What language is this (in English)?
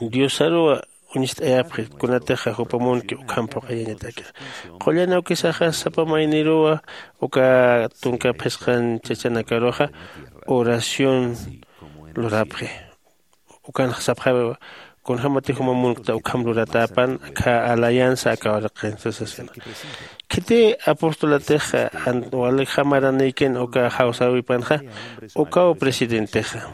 Aymara